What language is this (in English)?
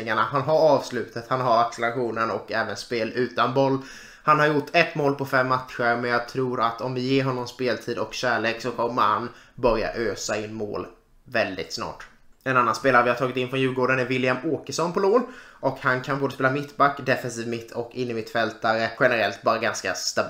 Swedish